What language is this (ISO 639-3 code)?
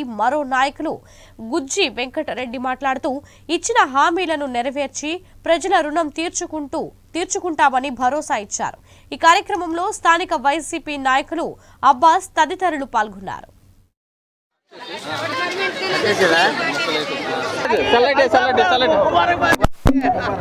tel